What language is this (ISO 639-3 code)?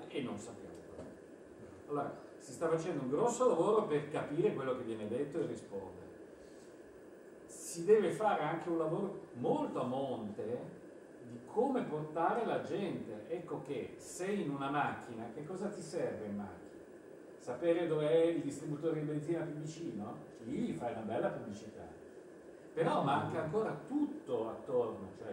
ita